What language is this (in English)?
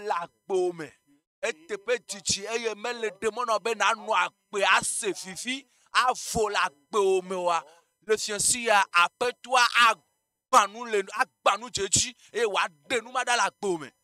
Ewe